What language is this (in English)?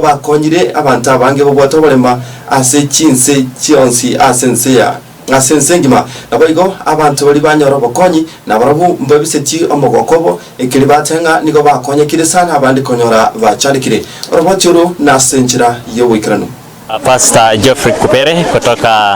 Gusii